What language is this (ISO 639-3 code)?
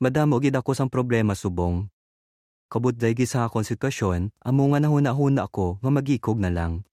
hil